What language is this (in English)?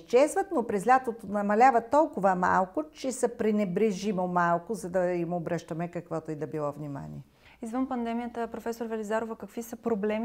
Bulgarian